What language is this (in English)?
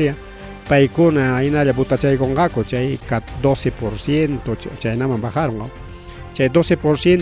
Ayacucho Quechua